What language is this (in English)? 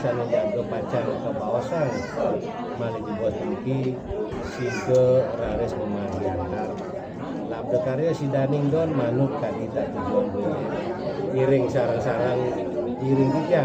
Balinese